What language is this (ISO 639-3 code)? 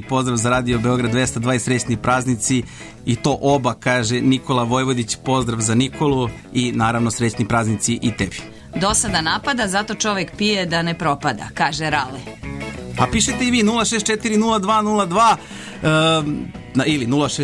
srp